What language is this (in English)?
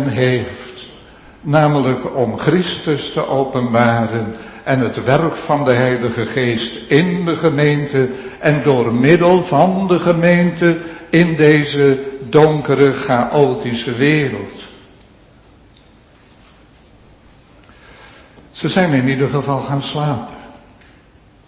Dutch